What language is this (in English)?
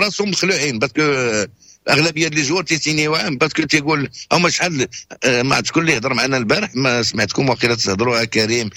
Moroccan Arabic